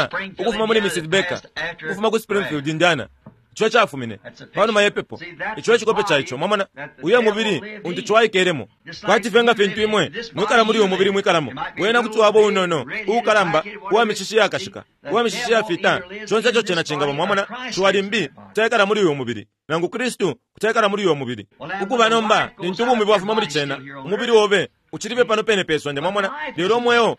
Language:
Bemba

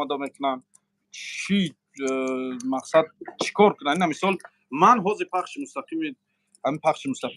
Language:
Tajik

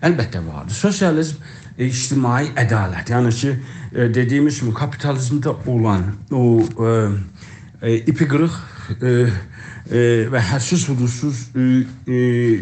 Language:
South Azerbaijani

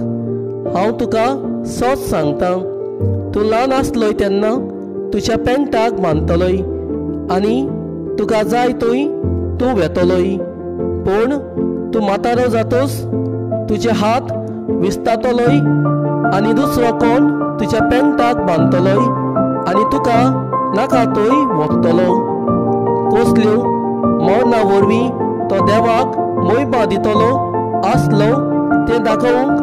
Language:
Konkani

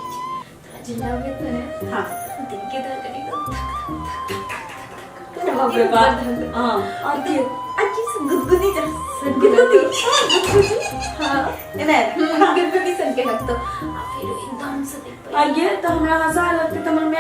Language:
Maithili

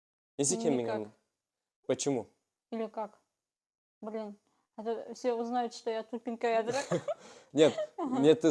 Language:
Bashkir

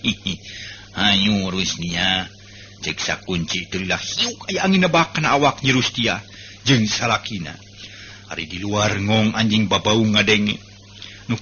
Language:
Sundanese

